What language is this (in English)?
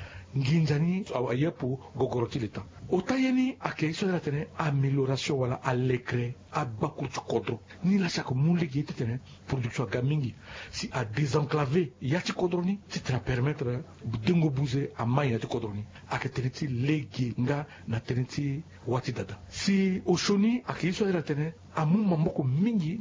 Sango